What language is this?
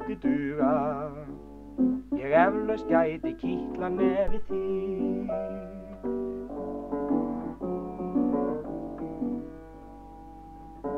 Icelandic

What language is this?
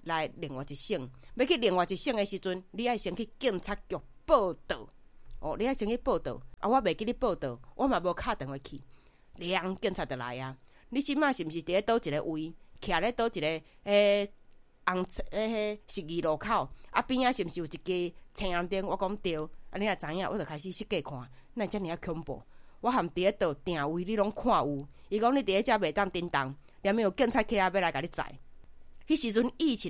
Min Nan Chinese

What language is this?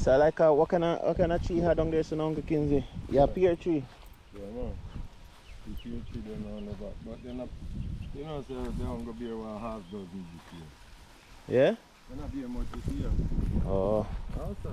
Jamaican Creole English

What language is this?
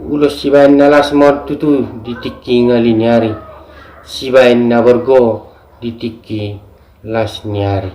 Batak Toba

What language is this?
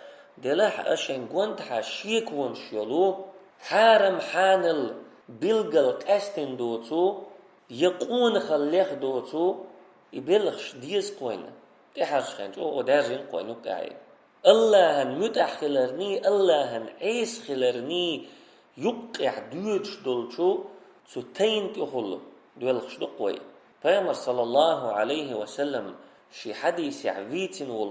Chechen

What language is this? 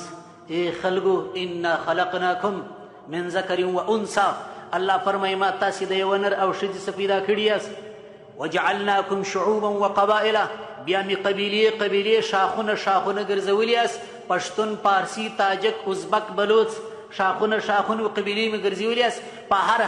Pashto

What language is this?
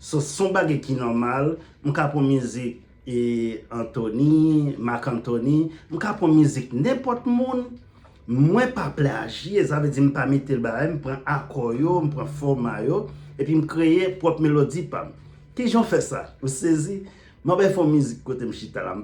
Haitian Creole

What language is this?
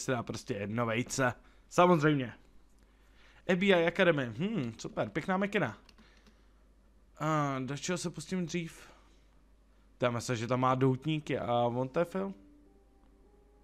Czech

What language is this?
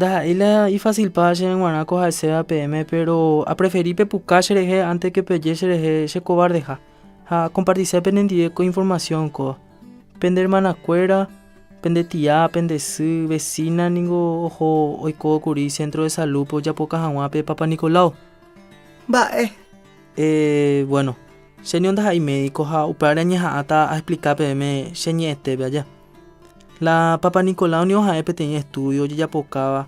Guarani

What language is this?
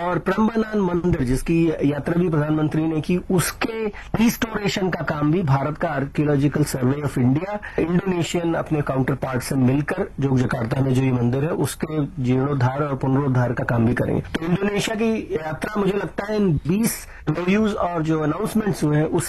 Hindi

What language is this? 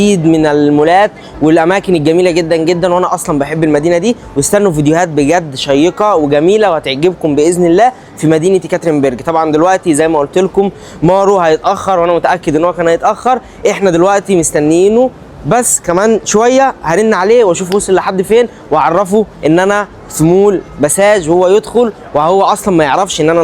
Egyptian Arabic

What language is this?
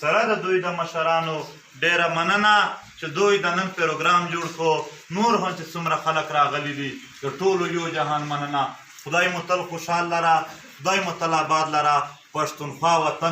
Pashto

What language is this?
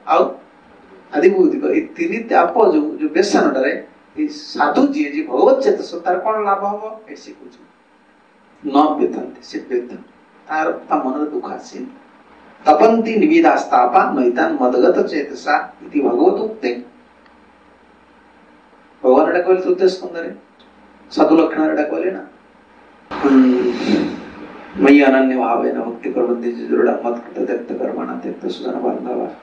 Odia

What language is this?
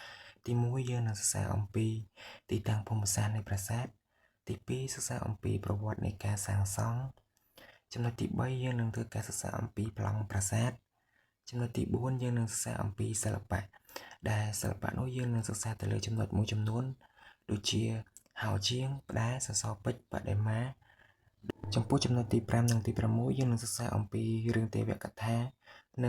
Khmer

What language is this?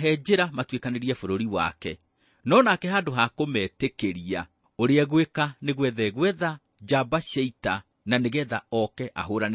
Kikuyu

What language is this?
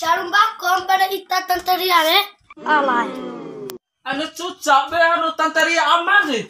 Bima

